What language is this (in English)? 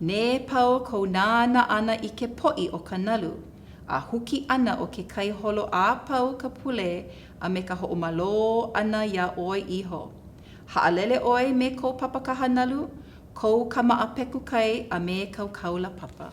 Hawaiian